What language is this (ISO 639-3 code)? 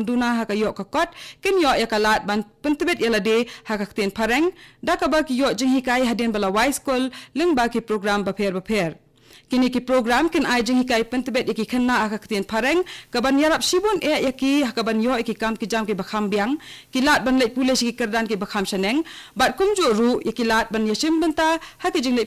kha